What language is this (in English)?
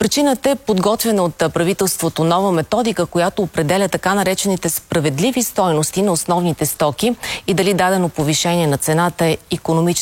Bulgarian